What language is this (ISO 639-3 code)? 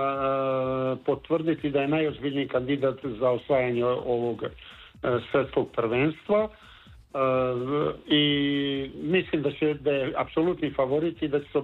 srp